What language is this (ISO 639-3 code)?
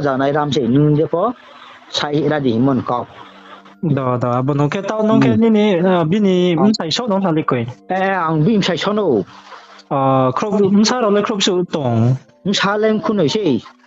ria